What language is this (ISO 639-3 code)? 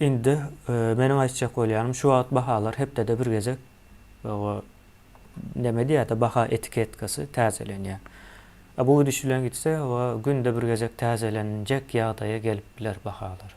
tuk